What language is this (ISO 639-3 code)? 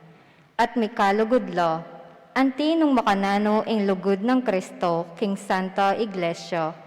pam